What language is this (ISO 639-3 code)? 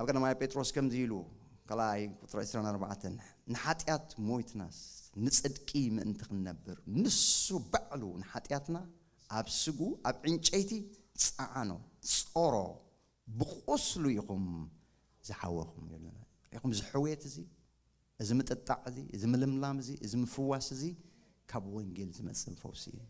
tir